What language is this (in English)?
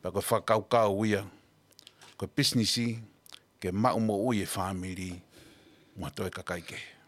Tongan